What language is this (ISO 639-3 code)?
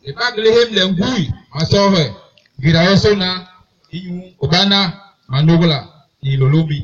bas